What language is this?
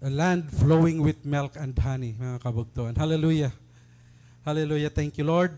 Waray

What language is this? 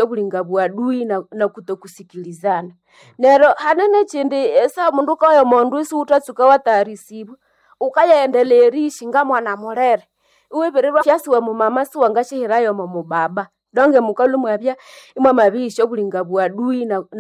Nande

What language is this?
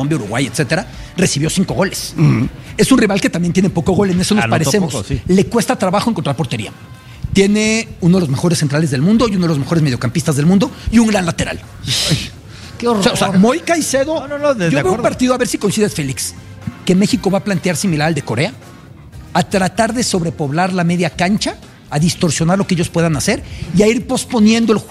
Spanish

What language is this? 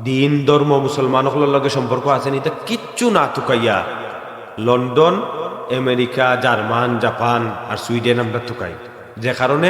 Sylheti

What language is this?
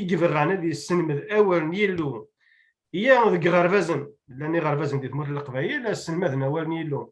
Kabyle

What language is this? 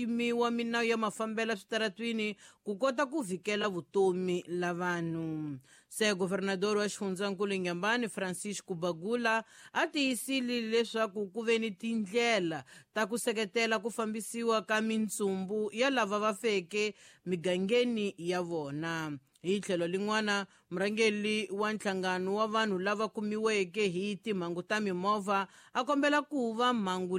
Tsonga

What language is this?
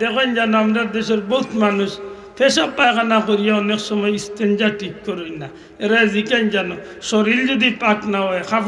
Sylheti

